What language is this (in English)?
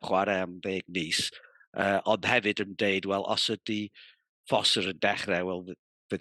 Welsh